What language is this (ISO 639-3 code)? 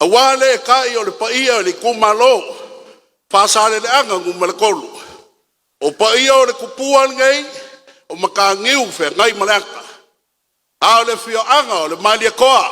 smo